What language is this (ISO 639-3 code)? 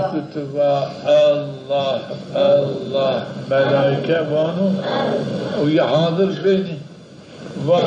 zza